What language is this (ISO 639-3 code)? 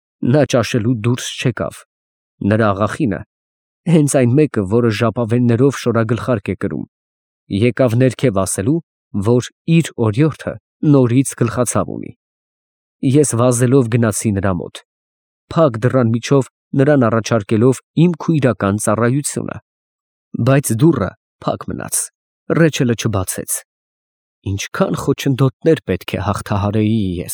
hye